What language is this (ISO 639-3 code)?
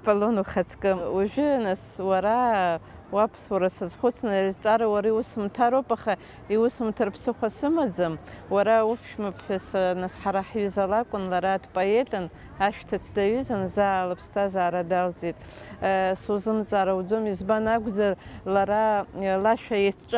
abk